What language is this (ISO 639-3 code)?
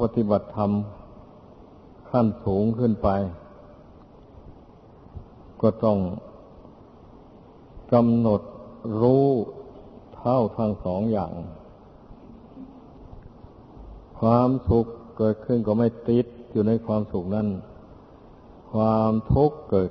tha